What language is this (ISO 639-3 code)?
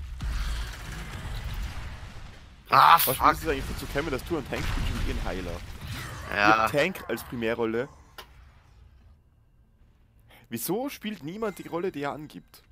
deu